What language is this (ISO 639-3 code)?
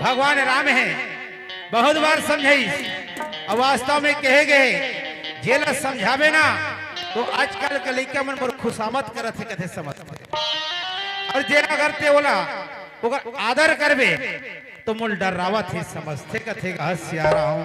hne